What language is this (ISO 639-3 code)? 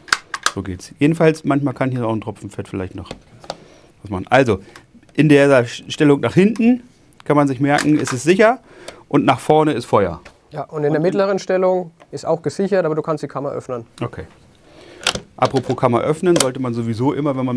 deu